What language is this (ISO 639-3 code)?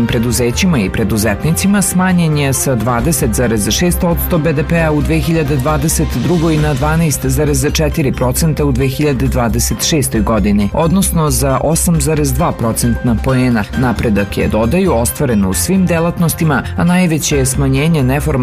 srp